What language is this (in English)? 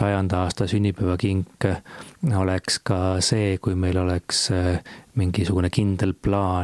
Estonian